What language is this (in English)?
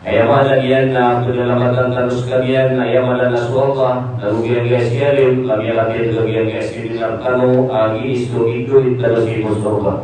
Maranao